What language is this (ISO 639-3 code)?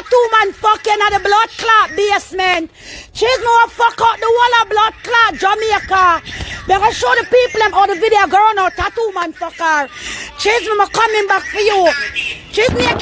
jam